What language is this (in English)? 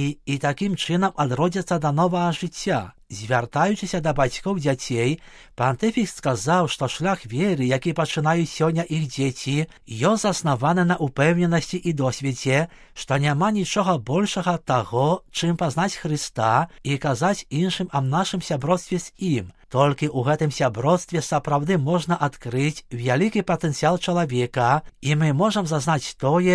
Belarusian